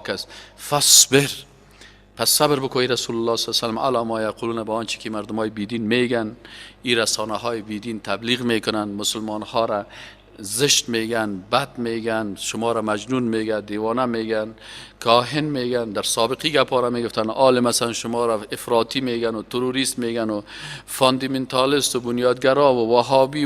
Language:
Persian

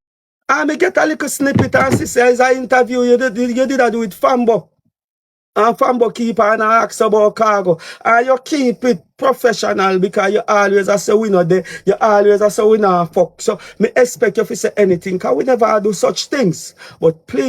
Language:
Jamaican Creole English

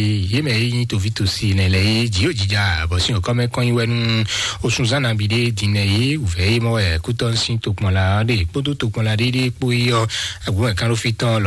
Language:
Fon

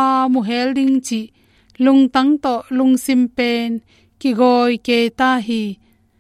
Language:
Tedim Chin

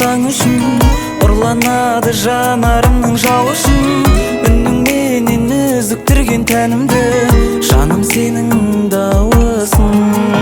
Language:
Kazakh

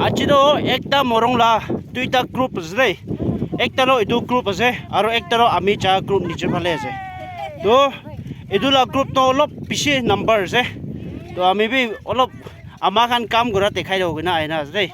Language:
Naga Pidgin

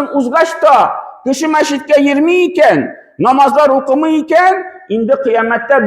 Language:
Tatar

